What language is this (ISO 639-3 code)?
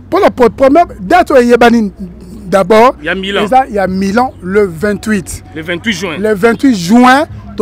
lin